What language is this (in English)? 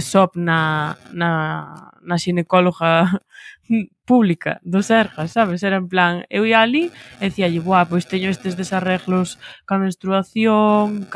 Galician